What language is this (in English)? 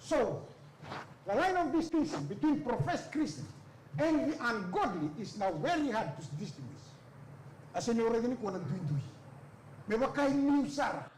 Fijian